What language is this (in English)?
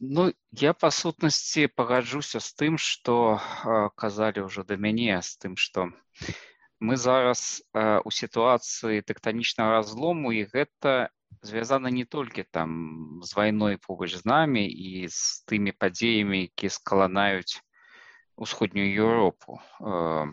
Belarusian